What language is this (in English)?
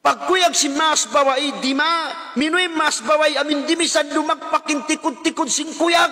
Tausug